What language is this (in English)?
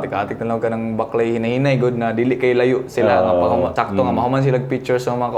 Cebuano